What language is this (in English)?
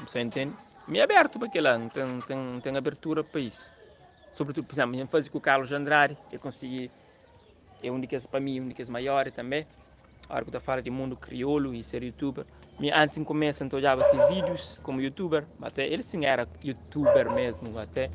Kabuverdianu